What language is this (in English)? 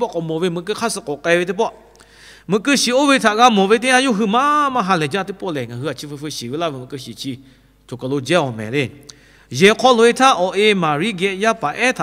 Lahu